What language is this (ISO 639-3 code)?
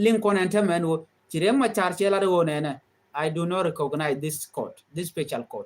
nus